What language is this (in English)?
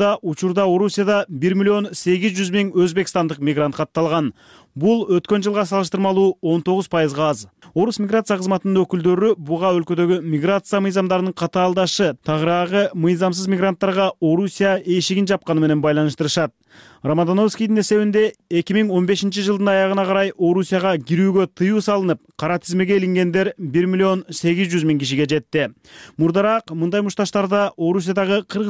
Kyrgyz